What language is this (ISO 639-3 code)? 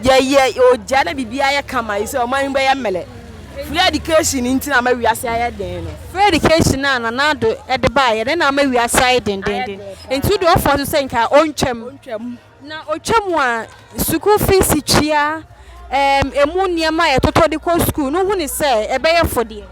aka